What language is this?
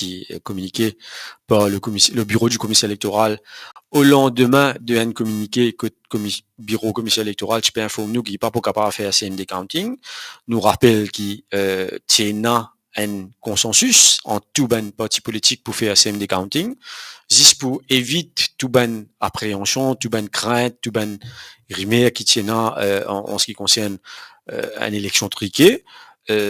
Morisyen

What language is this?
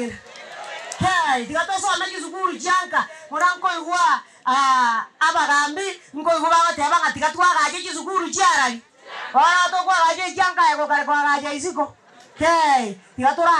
Gusii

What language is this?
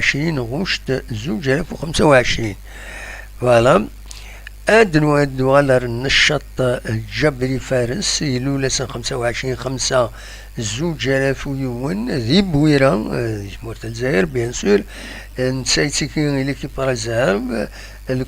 Kabyle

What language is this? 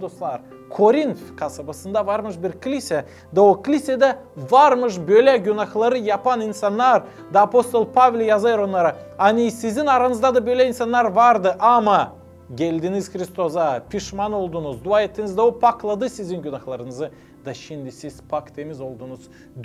Gagauz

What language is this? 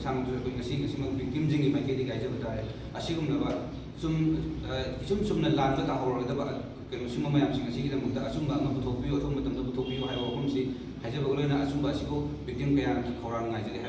Manipuri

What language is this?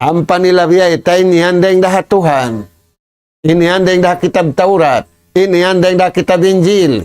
Tausug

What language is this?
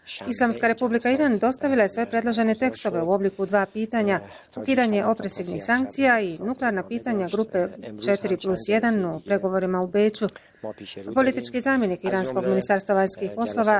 Bosnian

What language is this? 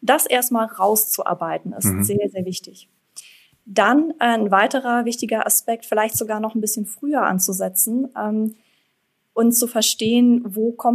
German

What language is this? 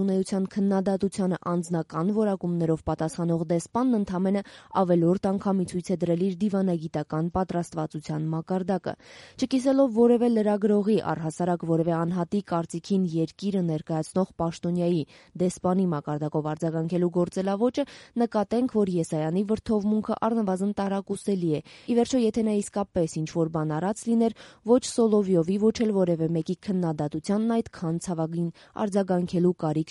Armenian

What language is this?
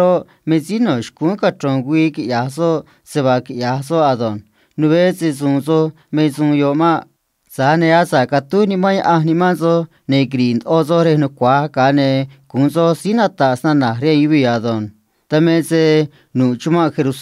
Copala Triqui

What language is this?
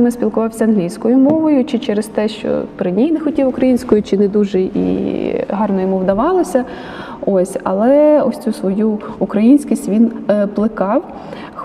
Ukrainian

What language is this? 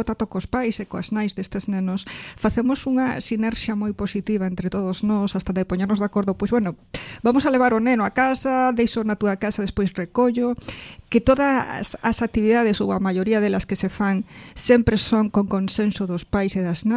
Galician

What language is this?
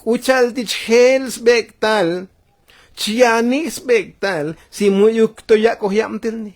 Tzotzil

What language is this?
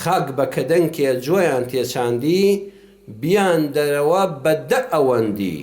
Central Kurdish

